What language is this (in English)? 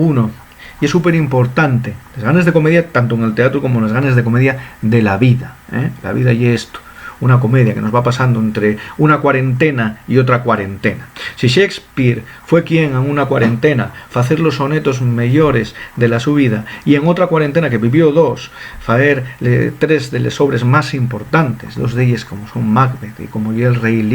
Asturian